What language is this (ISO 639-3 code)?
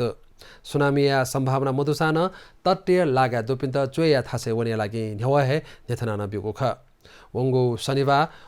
new